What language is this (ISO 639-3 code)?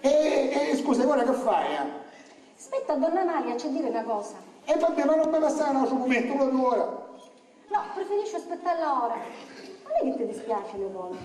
scn